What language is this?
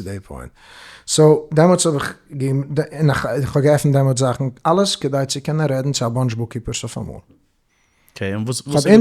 Yiddish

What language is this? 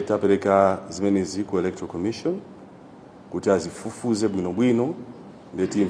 Nyanja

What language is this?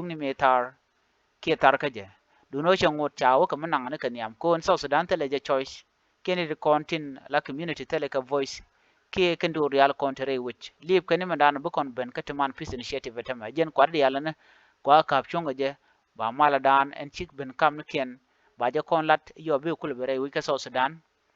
Nuer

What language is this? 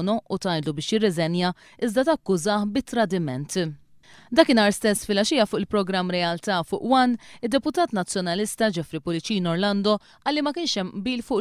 Maltese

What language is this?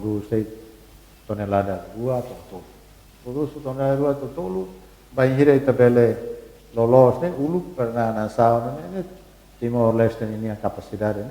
Tetum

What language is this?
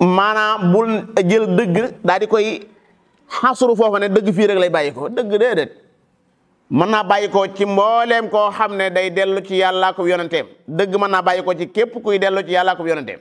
Wolof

